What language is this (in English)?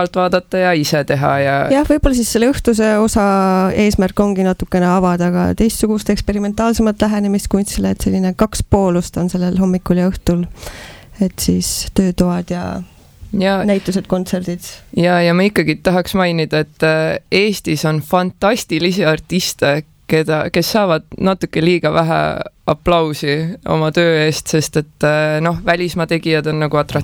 Estonian